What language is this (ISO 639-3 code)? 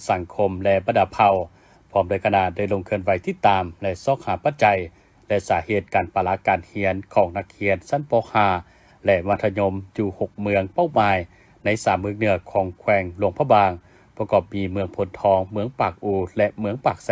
lao